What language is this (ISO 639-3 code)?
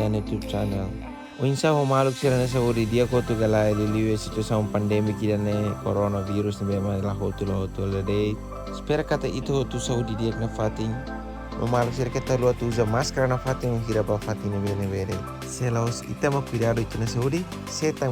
tet